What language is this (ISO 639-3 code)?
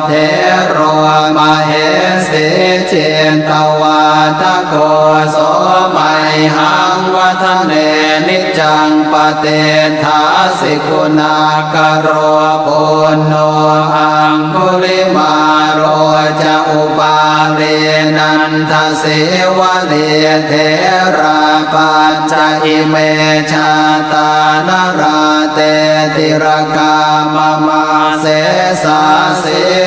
pli